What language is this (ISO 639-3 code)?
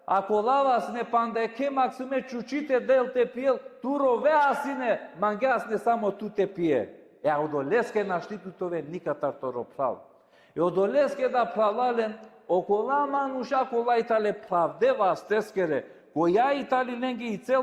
rmn